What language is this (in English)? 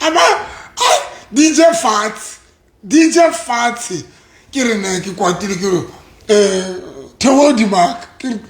Southern Sotho